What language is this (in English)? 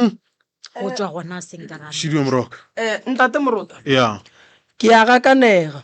Northern Sotho